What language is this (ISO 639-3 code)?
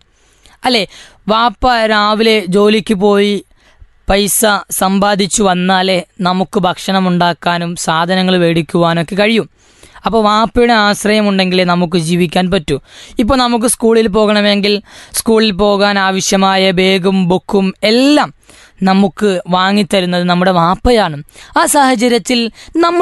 mal